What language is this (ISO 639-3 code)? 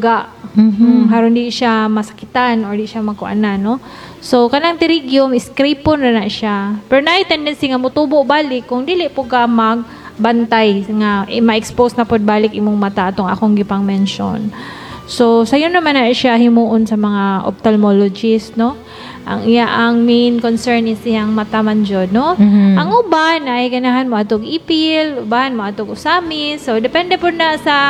ceb